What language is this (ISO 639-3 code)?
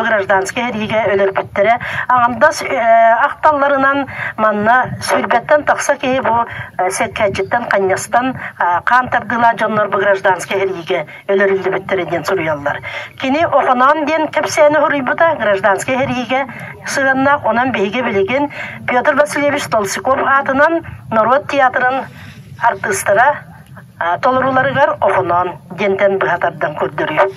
sah